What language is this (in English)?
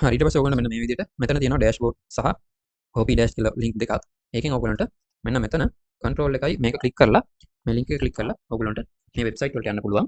Sinhala